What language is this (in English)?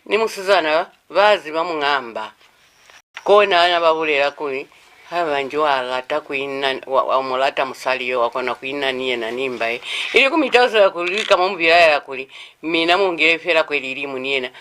Lozi